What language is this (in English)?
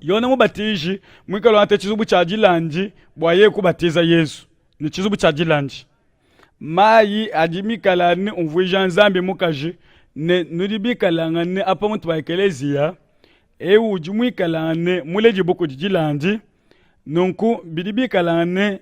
Luba-Lulua